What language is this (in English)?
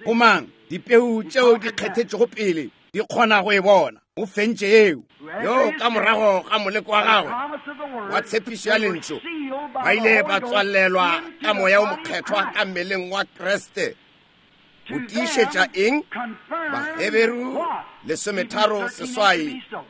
Northern Sotho